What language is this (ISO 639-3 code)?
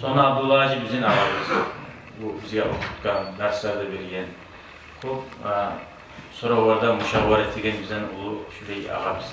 kum